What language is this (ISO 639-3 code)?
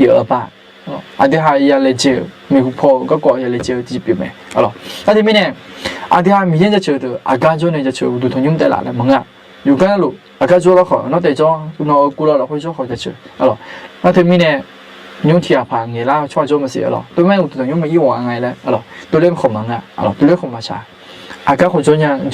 ahk